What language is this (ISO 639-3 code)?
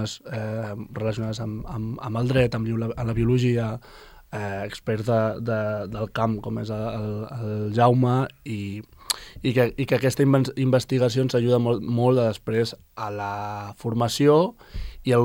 cat